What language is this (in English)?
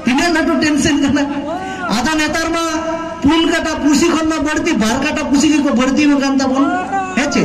Santali